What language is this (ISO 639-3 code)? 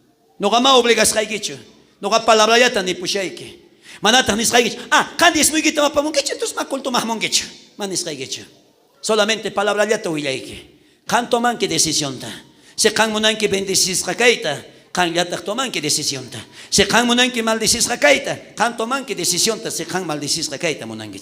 quh